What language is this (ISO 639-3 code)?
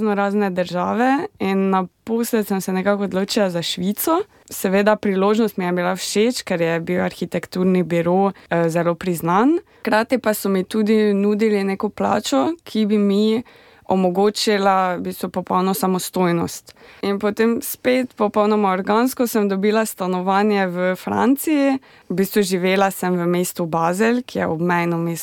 slv